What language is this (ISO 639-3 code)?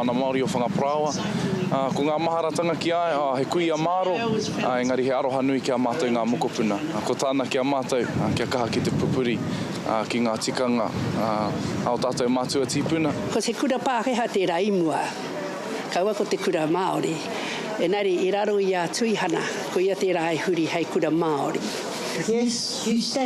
mri